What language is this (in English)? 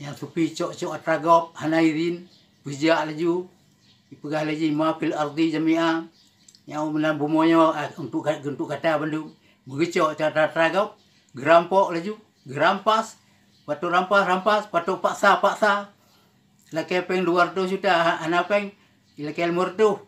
Achinese